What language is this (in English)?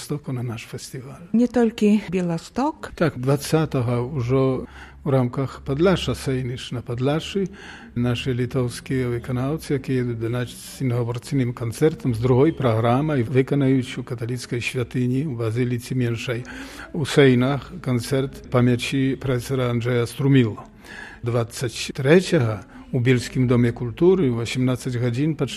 Belarusian